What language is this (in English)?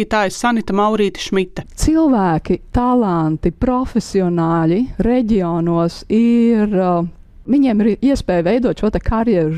Latvian